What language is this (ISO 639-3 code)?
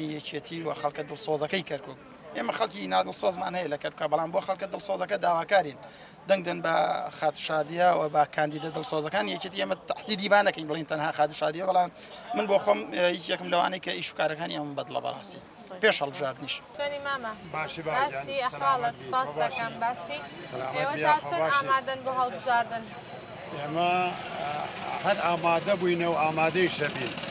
ckb